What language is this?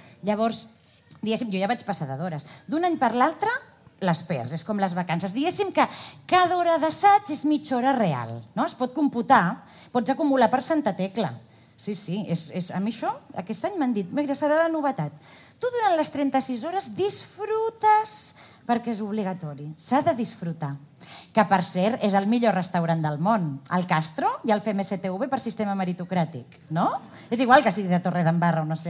Catalan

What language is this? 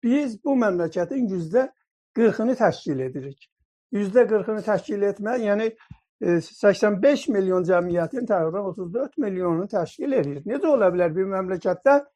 South Azerbaijani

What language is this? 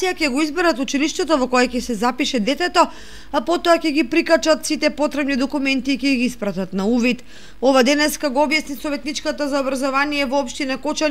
Macedonian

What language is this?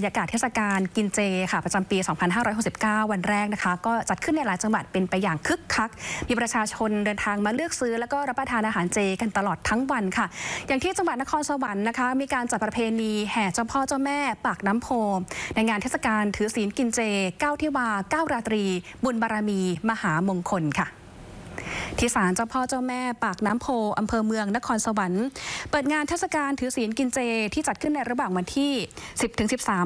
Thai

